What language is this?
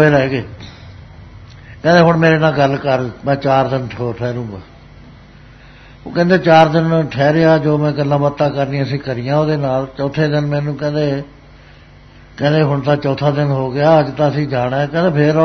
Punjabi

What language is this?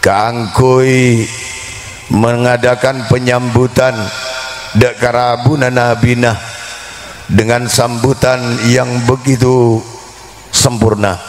Madurese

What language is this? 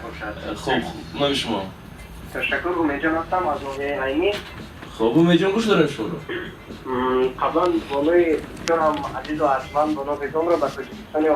Tajik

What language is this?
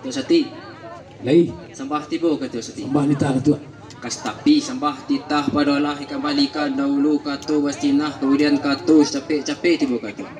Minangkabau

